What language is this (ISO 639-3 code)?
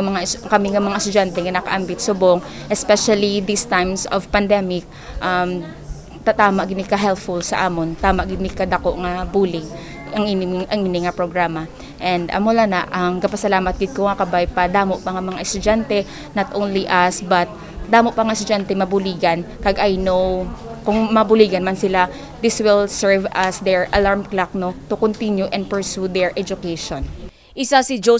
hil